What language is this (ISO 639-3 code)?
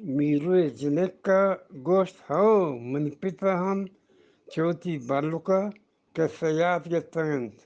bgp